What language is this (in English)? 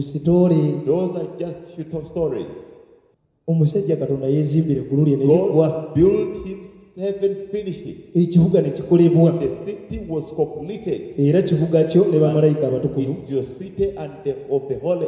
Ganda